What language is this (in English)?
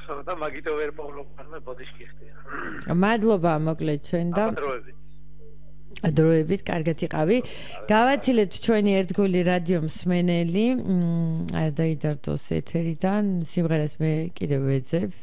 Georgian